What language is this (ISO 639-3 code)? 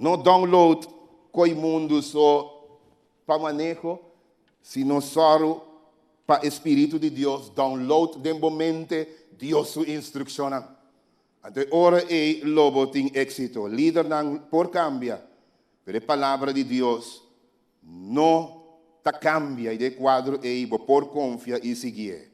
pap